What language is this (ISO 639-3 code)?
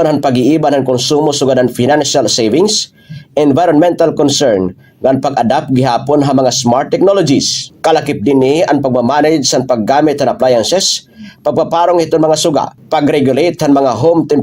war